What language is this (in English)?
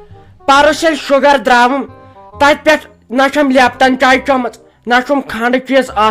Kashmiri